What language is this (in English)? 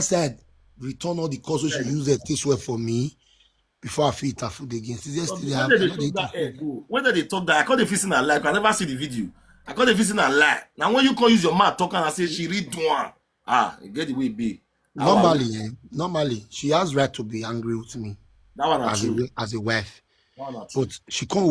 Nigerian Pidgin